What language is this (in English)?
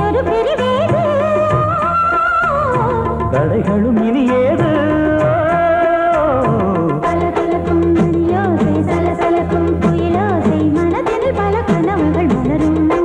Tamil